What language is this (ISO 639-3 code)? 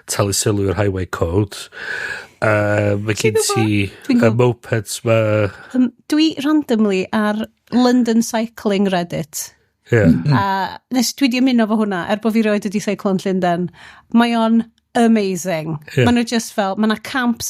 cym